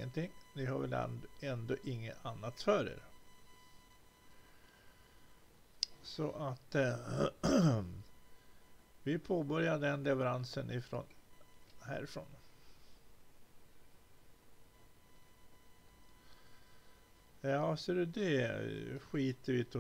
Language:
Swedish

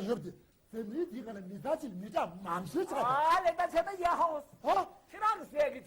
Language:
Tibetan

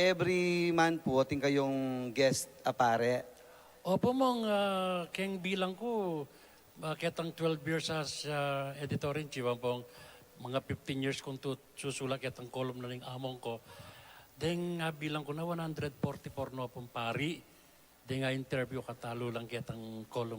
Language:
Pampanga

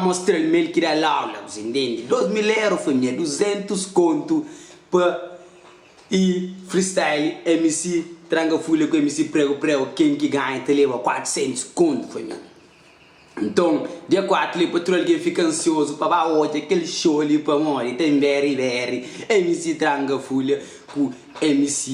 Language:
Kabuverdianu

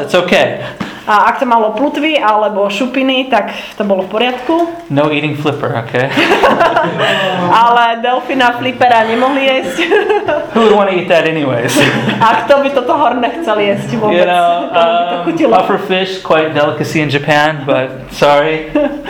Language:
Slovak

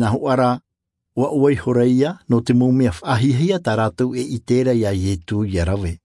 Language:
Tahitian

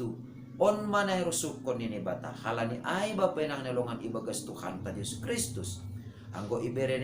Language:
Batak Simalungun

